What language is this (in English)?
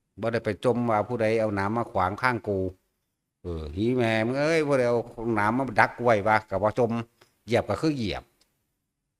Northeastern Thai